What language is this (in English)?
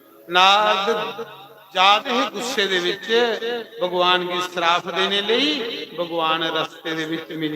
Dogri